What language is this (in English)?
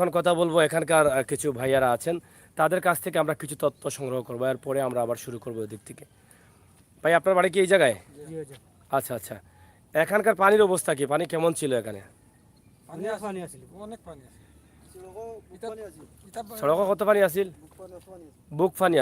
Sylheti